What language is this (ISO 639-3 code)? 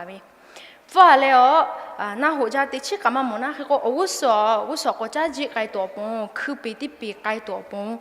lhu